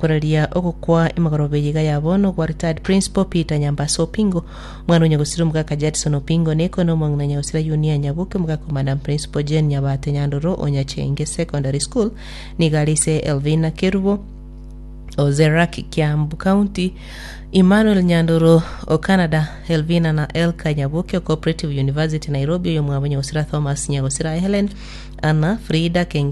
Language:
Gusii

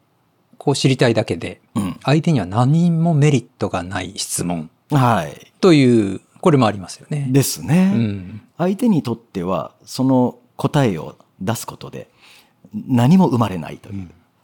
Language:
Japanese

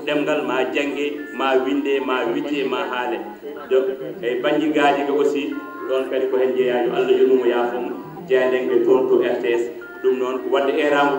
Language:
Fula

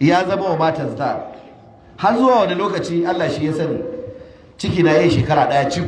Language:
Hausa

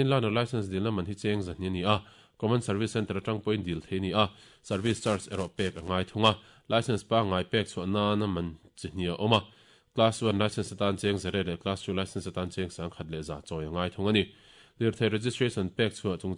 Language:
Mizo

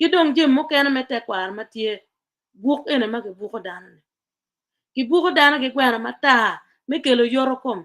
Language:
Acoli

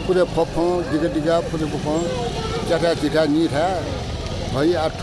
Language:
Newari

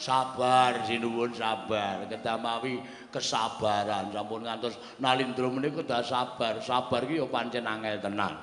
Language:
Javanese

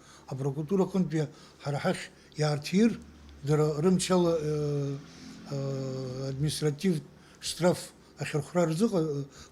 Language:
Abkhazian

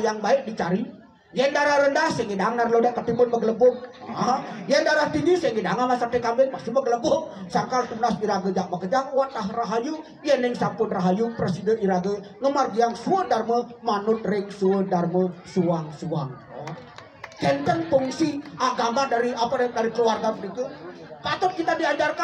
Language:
Balinese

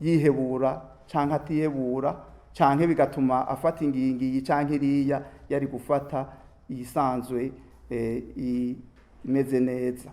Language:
Rundi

